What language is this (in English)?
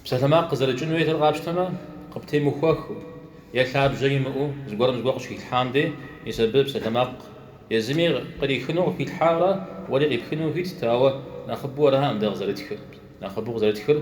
Kabardian